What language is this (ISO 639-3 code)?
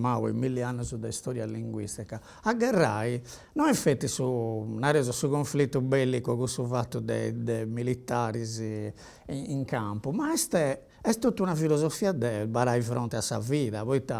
srd